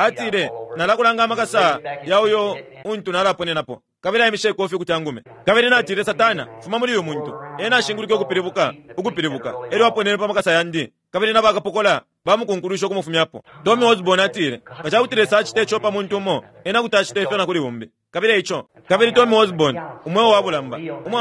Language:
Bemba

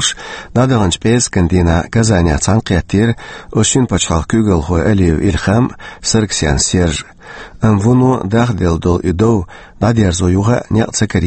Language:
Chechen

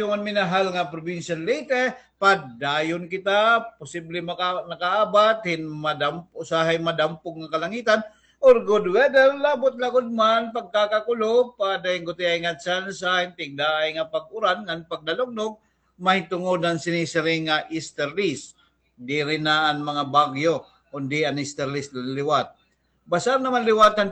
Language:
Waray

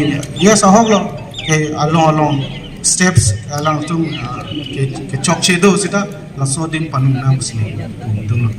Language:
Karbi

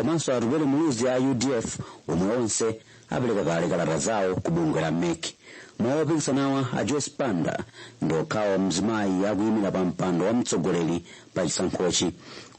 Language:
Nyanja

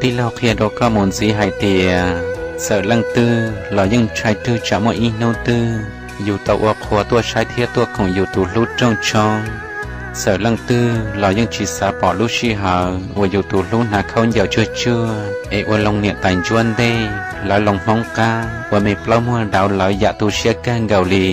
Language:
Hmong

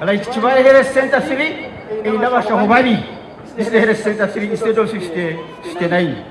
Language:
Nyankole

